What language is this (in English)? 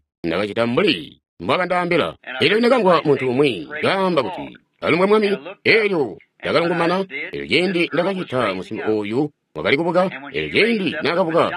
Tonga (Zambia)